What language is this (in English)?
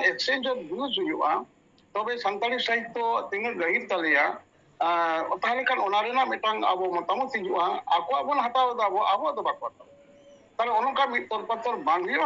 Santali